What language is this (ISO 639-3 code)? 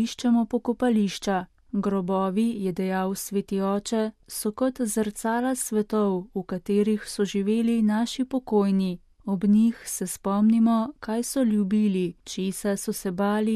slv